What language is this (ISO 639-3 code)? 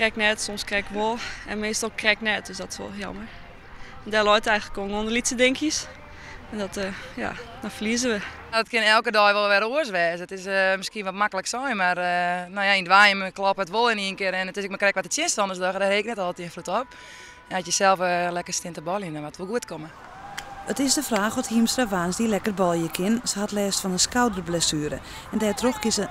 fry